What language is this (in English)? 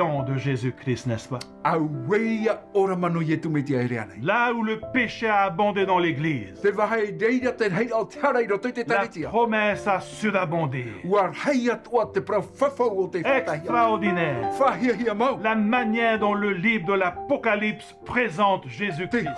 Tahitian